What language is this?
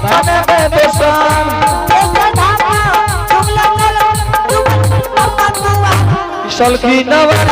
Angika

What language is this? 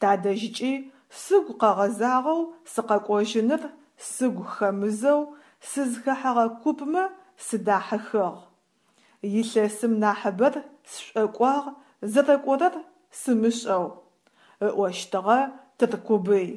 Adyghe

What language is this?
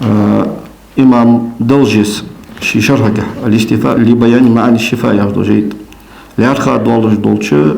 Ingush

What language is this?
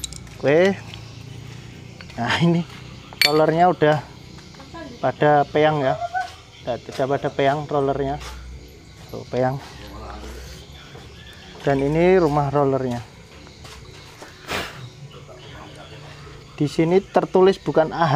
Indonesian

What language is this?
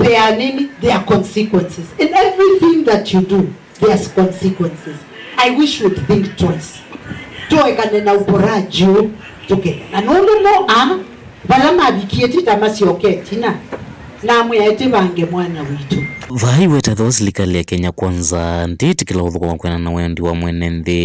Kamba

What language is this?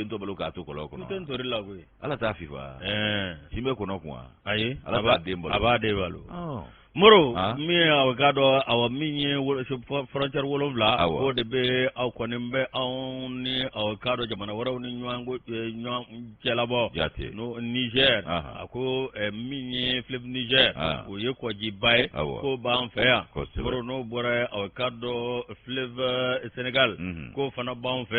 Bambara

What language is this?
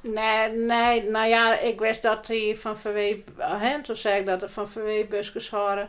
Western Frisian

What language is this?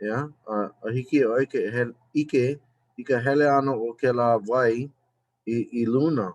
Hawaiian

